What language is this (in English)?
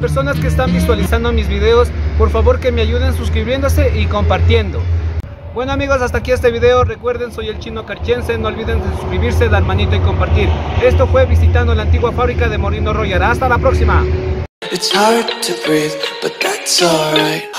Spanish